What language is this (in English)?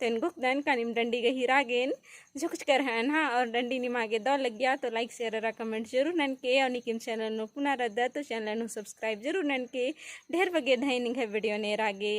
Kurukh